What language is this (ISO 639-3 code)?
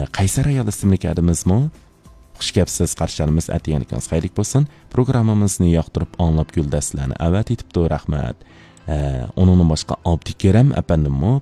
uig